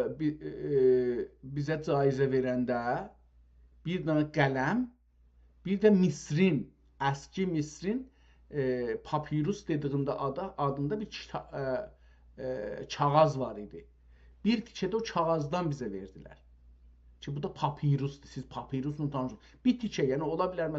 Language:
South Azerbaijani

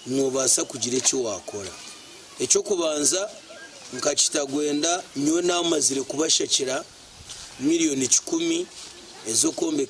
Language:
Nyankole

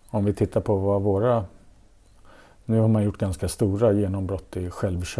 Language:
Swedish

